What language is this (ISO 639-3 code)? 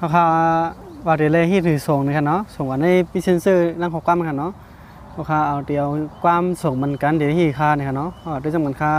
shn